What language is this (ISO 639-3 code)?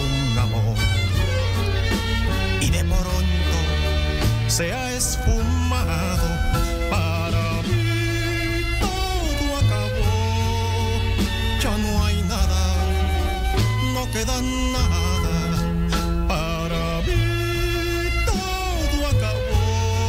spa